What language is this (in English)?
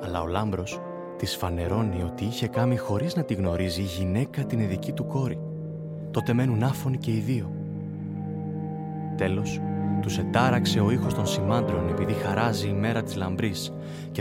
Greek